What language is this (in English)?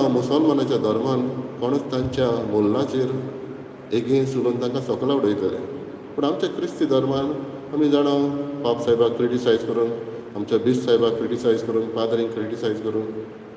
Konkani